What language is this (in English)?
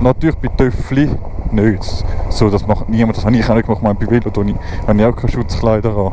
Swiss German